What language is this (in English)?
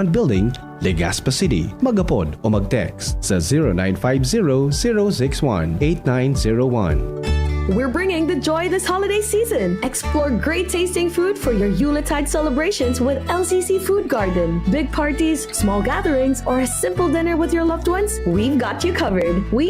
Bikol